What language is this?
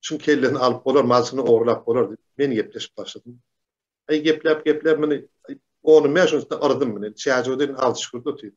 Turkmen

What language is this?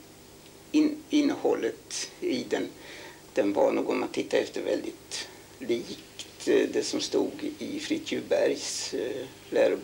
Swedish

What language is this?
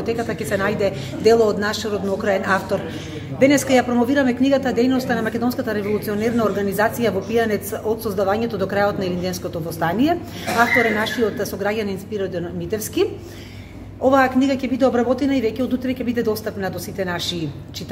Macedonian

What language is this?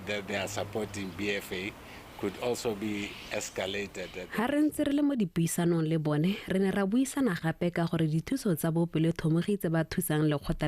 Tswana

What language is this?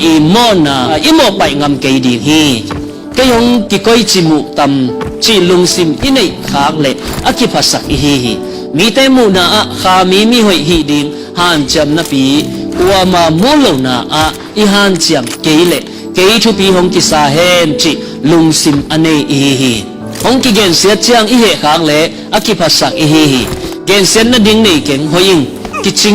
Tedim Chin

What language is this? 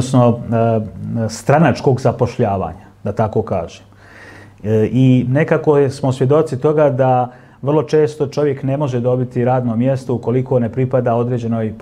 Bosnian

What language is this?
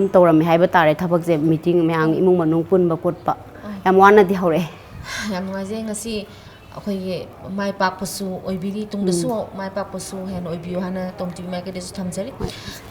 Manipuri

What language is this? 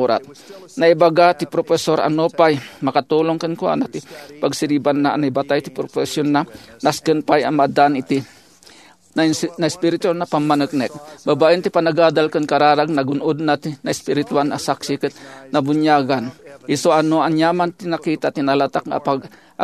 Iloko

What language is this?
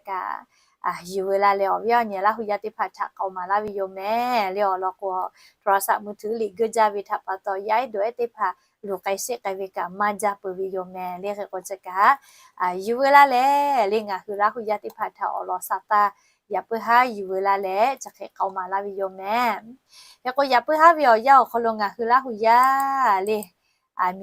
Lahu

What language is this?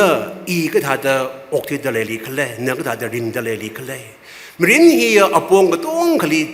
Tangkhul Naga (India)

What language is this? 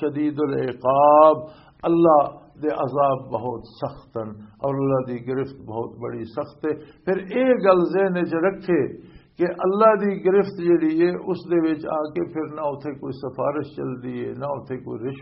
Western Panjabi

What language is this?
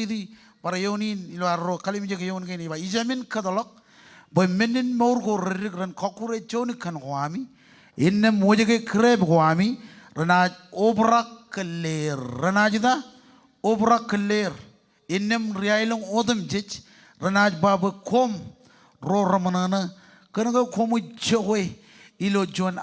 Marshallese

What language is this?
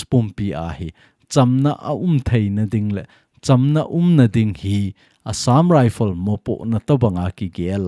Thado Chin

